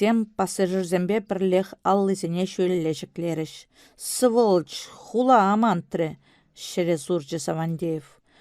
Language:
Chuvash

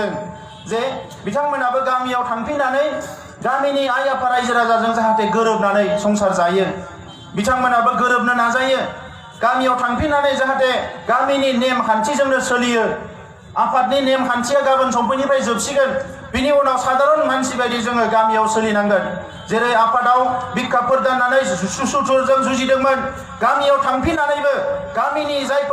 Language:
Bodo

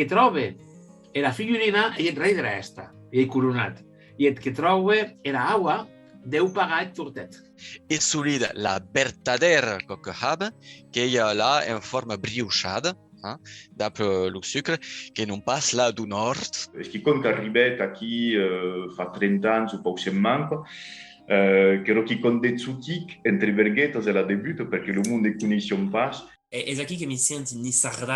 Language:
Occitan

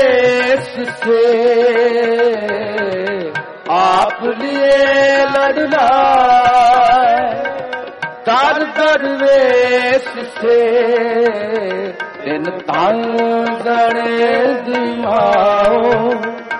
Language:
Punjabi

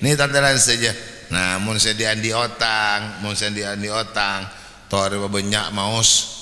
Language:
Madurese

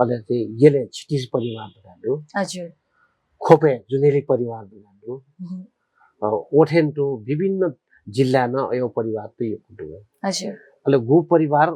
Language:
Newari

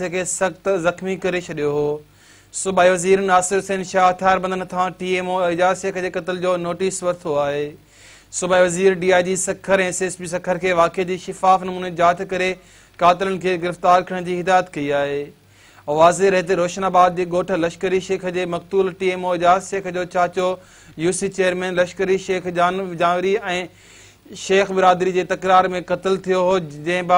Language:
Sindhi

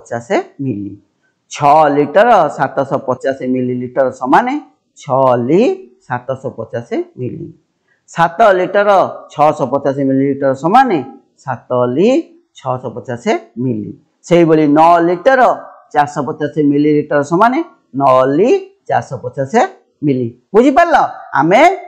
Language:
Odia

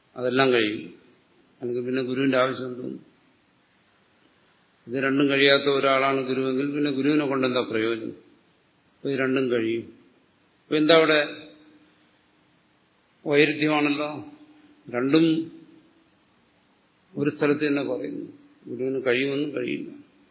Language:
Malayalam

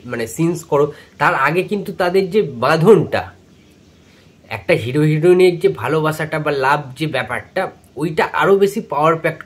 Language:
Bangla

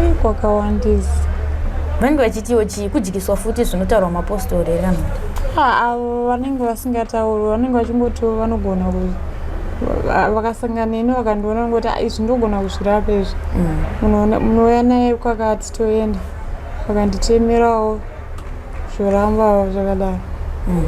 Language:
Shona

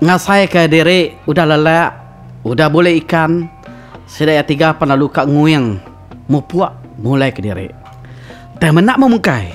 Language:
Iban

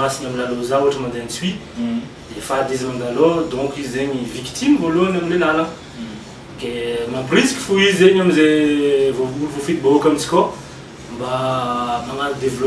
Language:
Malagasy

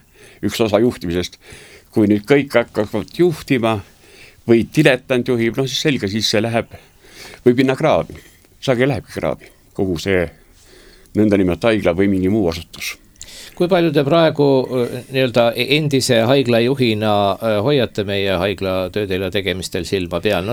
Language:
Estonian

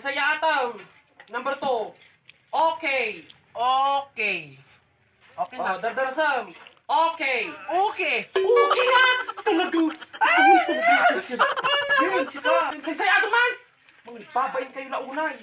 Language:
Iloko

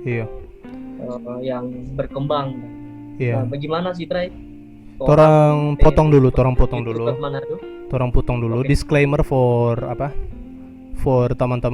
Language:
Manado Malay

